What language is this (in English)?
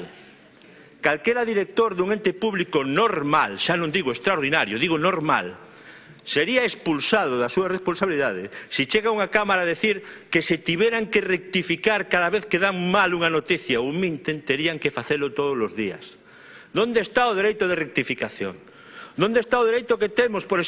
Galician